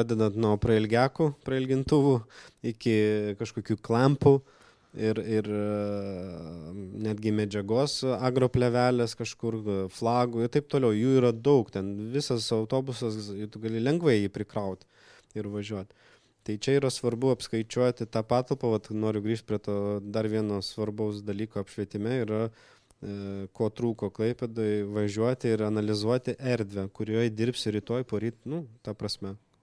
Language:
Lithuanian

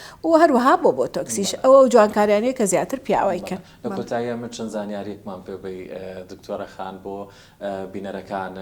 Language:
Central Kurdish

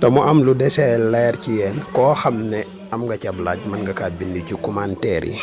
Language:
Wolof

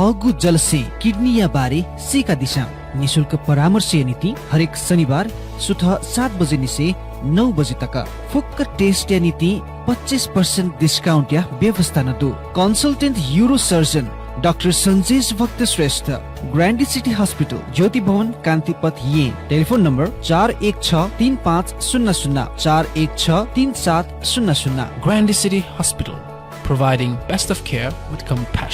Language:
Newari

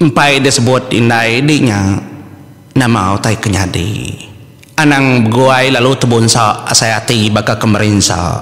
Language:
Iban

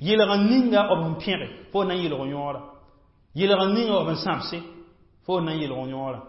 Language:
Mossi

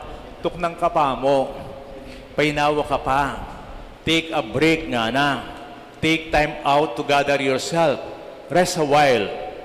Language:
Pampanga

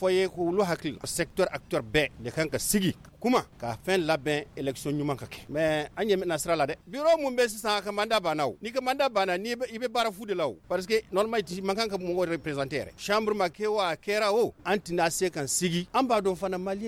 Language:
Bambara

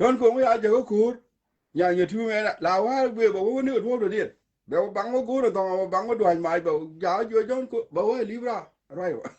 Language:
Nuer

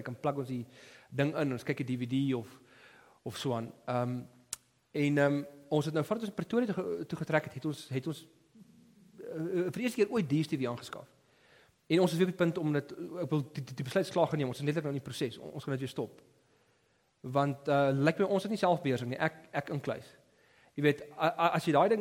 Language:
Afrikaans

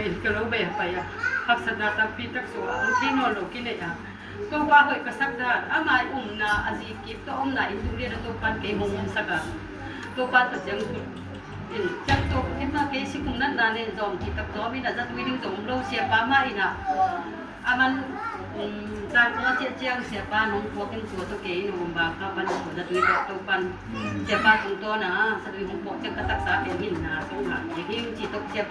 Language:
Tedim Chin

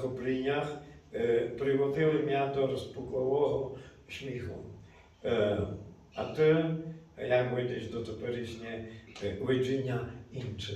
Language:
Rusyn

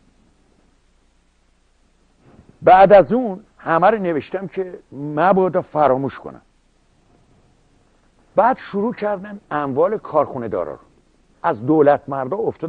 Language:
Persian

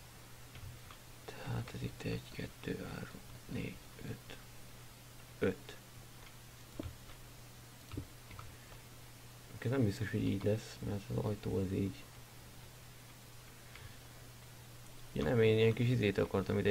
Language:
Hungarian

